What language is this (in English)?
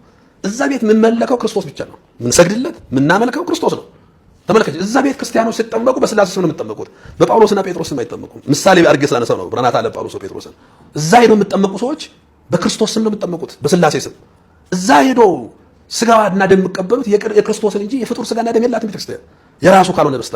Amharic